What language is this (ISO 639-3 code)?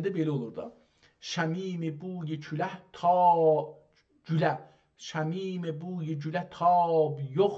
azb